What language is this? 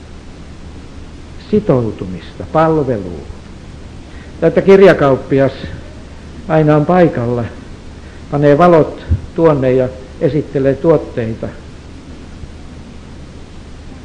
Finnish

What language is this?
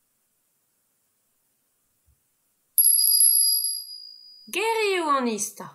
Breton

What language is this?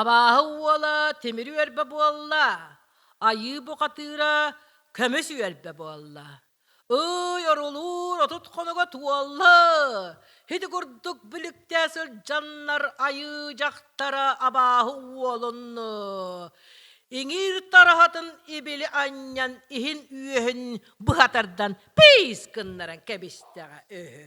Yakut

